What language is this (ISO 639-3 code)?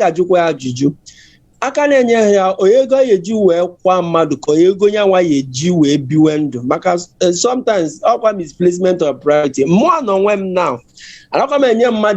ibo